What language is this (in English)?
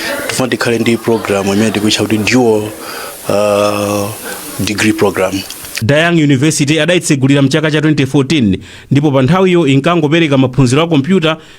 Nyanja